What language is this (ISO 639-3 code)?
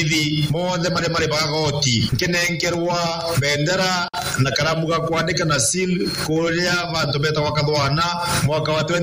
mer